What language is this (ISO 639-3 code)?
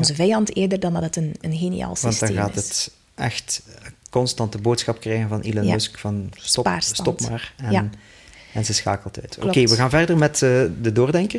nld